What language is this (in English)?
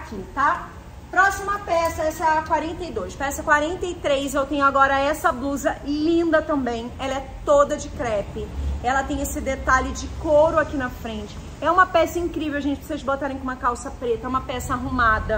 Portuguese